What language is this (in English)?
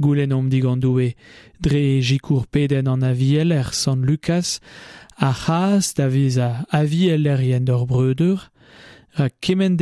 Breton